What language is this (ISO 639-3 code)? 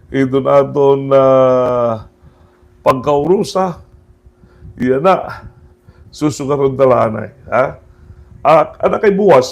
war